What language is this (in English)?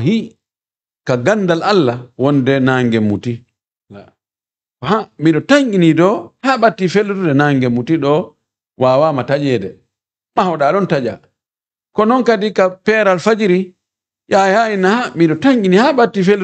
Fula